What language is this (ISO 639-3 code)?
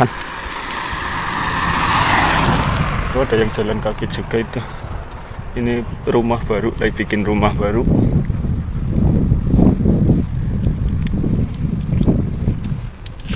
ind